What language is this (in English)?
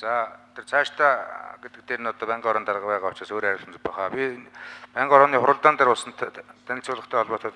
Mongolian